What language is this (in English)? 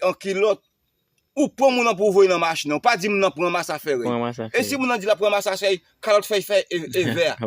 Haitian Creole